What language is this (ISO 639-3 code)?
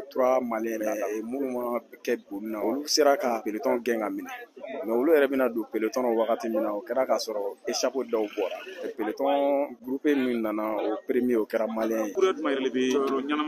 bam